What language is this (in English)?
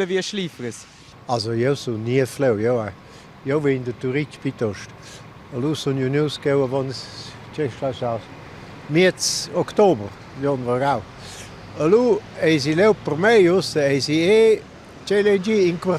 Romansh